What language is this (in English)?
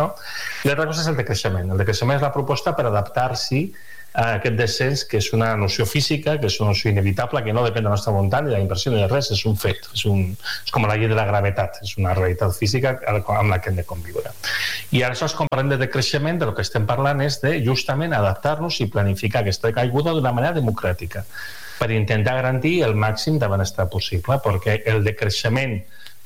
Catalan